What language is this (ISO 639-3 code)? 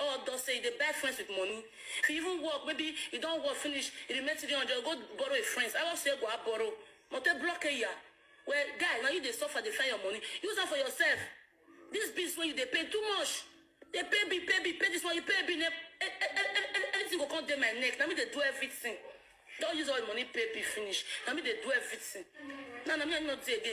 pcm